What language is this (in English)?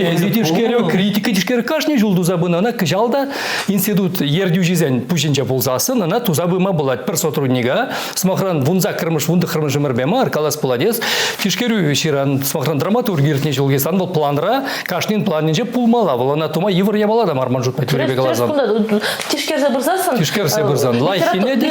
Chuvash